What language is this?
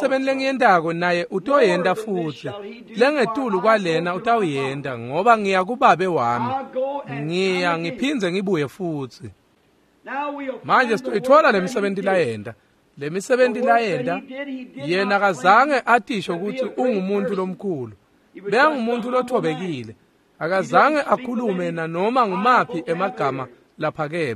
Swati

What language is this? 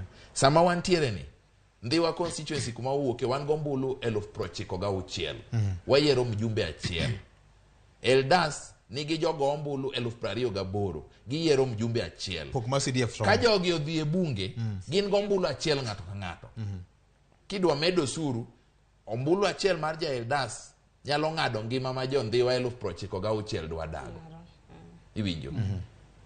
Luo (Kenya and Tanzania)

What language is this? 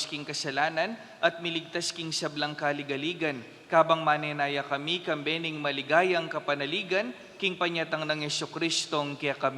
Pampanga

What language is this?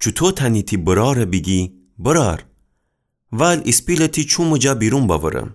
Gilaki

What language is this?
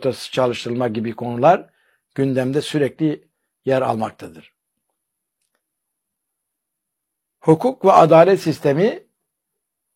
Turkish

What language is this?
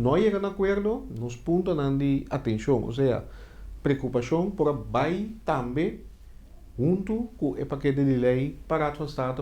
Papiamento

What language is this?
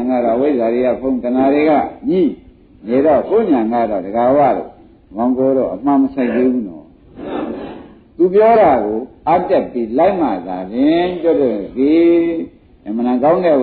Burmese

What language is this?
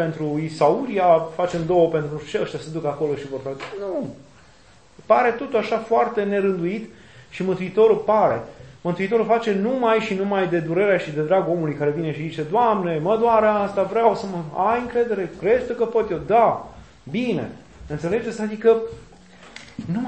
Romanian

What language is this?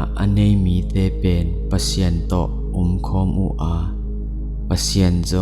Tedim Chin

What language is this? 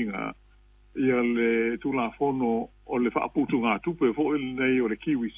Samoan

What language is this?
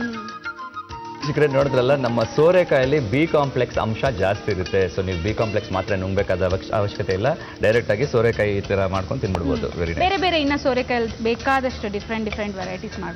Kannada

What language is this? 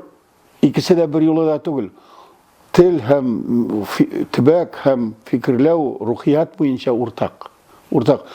Tatar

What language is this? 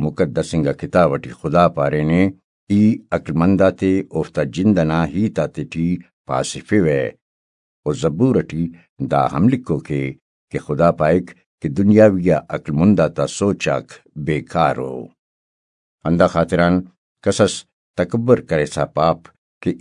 Brahui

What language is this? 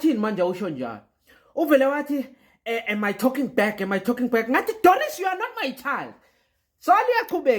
Zulu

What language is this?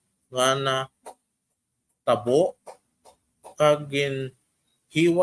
Hiligaynon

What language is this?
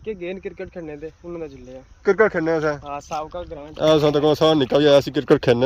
Pahari-Potwari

